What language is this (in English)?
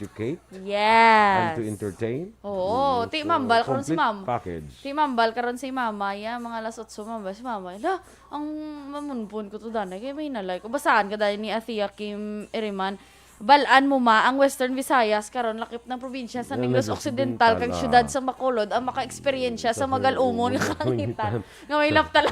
Hiligaynon